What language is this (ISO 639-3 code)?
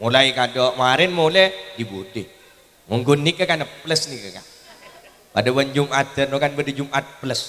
mad